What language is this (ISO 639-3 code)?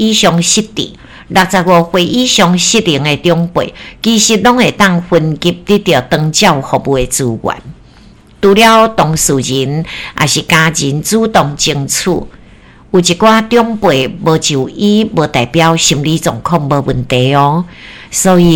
nan